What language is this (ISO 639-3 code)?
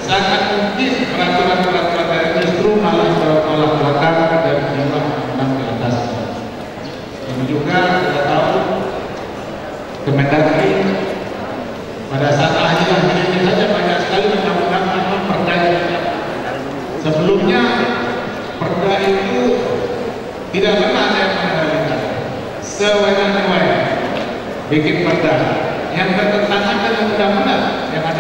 ind